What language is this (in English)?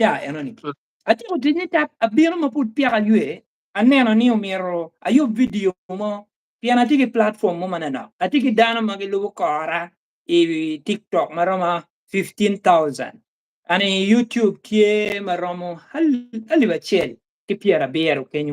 Acoli